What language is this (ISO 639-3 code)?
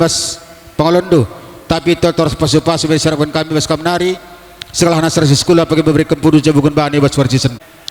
btx